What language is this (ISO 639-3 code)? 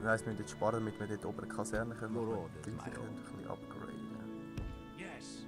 gsw